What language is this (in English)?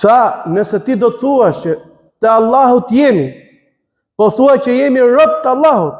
Albanian